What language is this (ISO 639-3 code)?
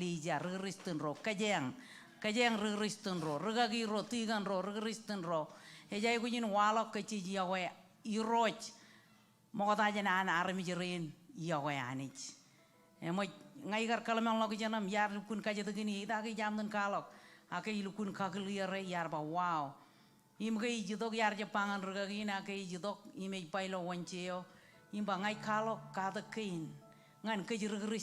mah